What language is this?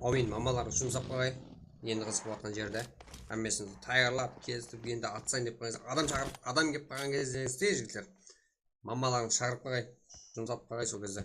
Kara-Kalpak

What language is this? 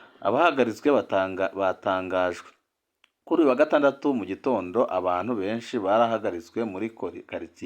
Rundi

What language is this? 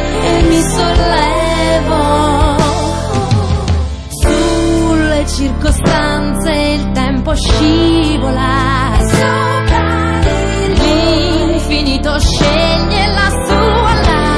Italian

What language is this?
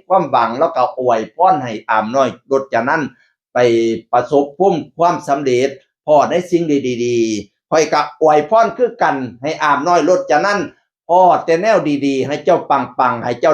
Northeastern Thai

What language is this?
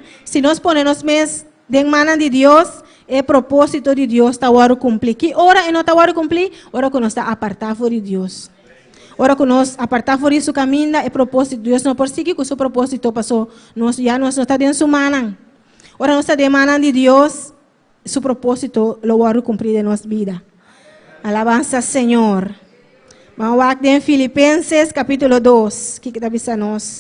Papiamento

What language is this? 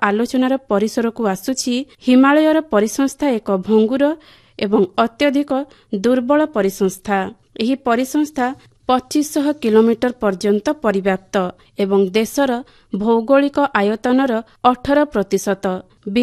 Odia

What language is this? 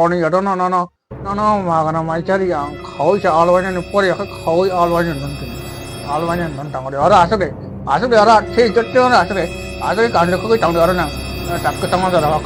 Kok Borok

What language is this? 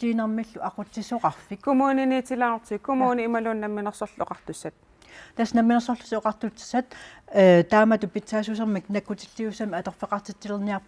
Kalaallisut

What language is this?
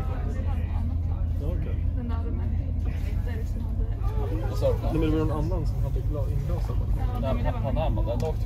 Swedish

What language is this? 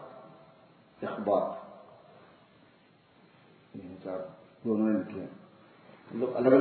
Urdu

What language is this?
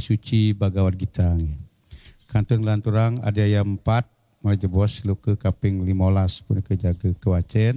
Balinese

